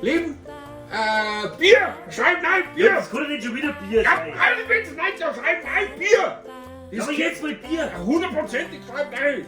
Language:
Bavarian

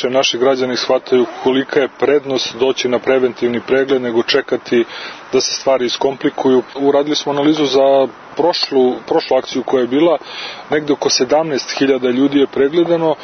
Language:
Serbian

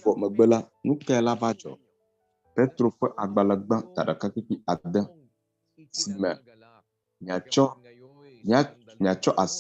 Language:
Ewe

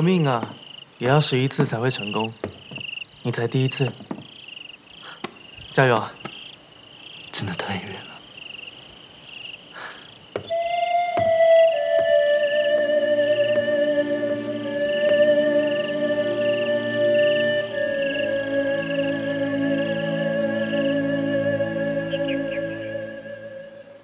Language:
Chinese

